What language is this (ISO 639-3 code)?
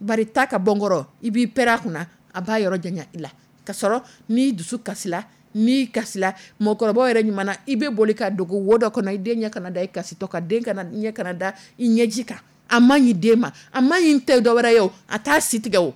dyu